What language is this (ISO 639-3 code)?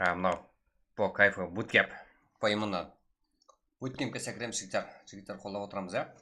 kaa